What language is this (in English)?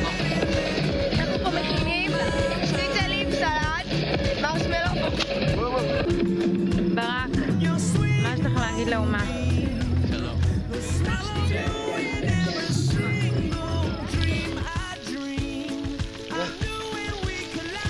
Hebrew